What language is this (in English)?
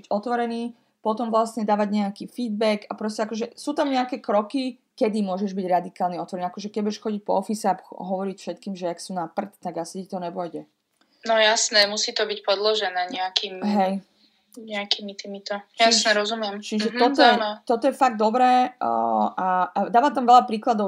Slovak